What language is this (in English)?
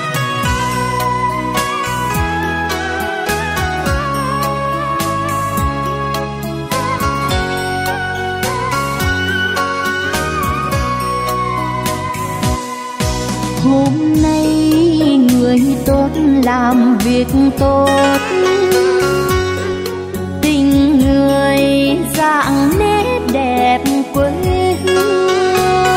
Vietnamese